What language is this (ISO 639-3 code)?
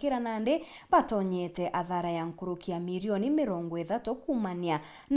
mer